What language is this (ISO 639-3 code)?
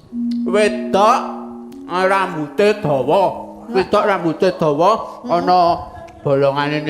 jav